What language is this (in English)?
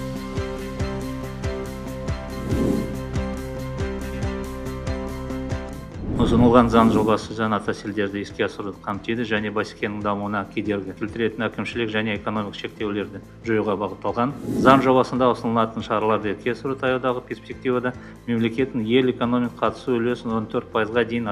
Kazakh